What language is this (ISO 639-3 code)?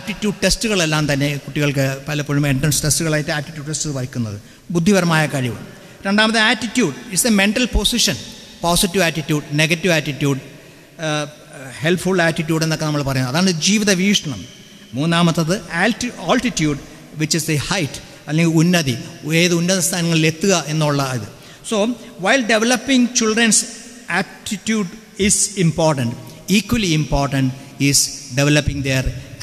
mal